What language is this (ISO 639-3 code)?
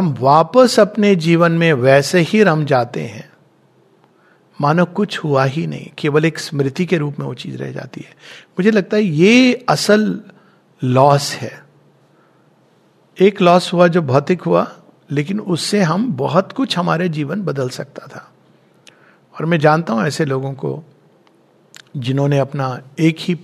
hin